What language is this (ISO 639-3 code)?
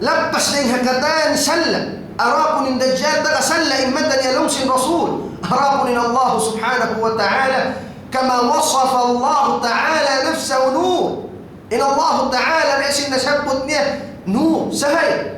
tsg